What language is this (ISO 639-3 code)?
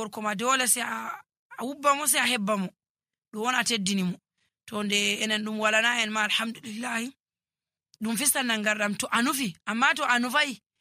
fuv